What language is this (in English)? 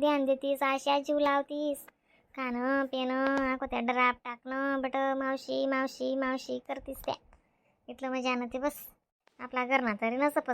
Khandesi